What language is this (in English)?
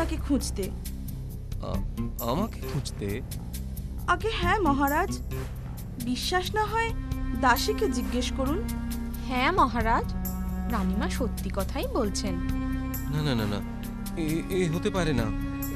Bangla